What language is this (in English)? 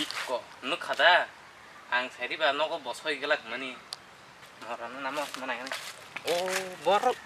Kok Borok